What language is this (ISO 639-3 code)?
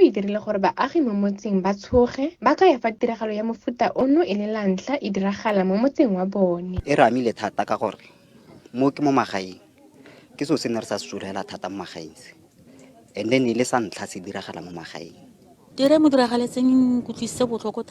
tsn